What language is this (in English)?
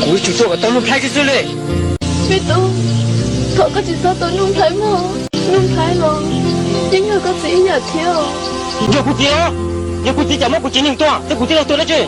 Hmong